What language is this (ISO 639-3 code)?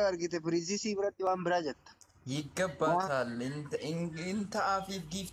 orm